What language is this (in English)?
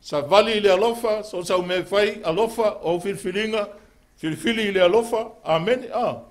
Samoan